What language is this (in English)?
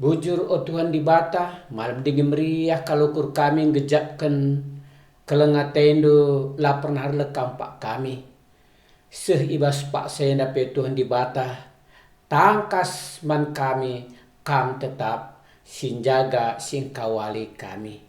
Batak Karo